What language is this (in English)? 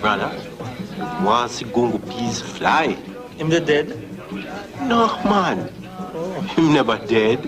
Jamaican Creole English